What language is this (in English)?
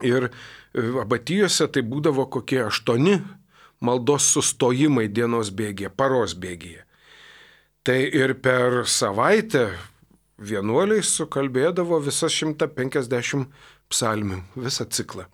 Lithuanian